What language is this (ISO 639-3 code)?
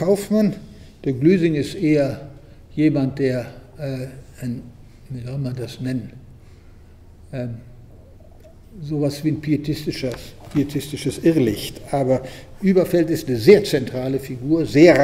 deu